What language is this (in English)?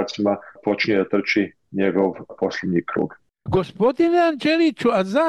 Croatian